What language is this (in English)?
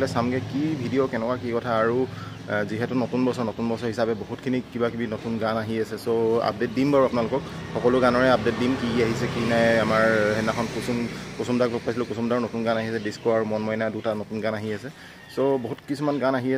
Assamese